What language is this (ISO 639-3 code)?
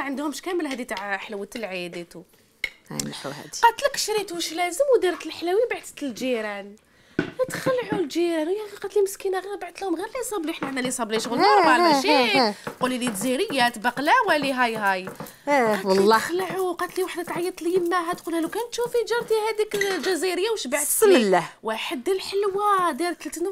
arq